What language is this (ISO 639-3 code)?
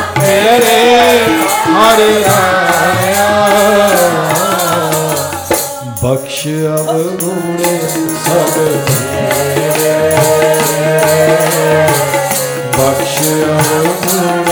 pan